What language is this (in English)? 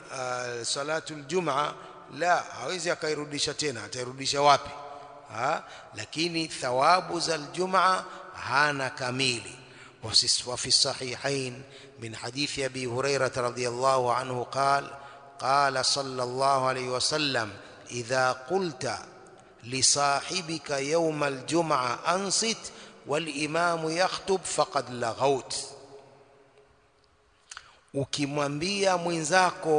Swahili